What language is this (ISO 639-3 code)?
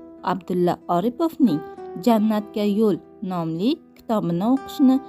uzb